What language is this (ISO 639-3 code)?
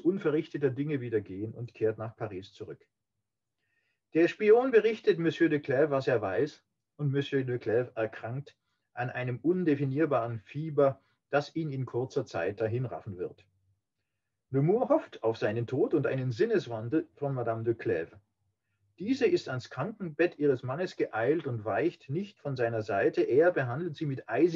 deu